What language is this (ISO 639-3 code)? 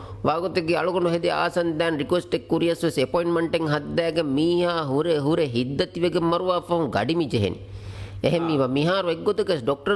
div